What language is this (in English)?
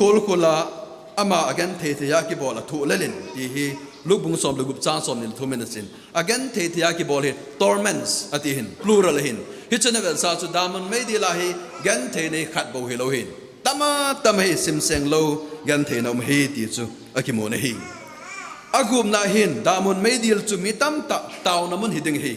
Thado Chin